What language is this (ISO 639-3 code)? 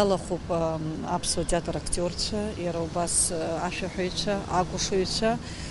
abk